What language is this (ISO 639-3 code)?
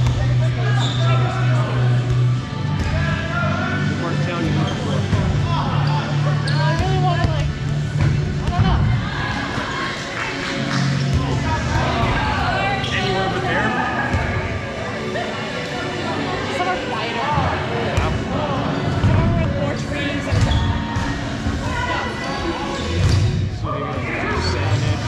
eng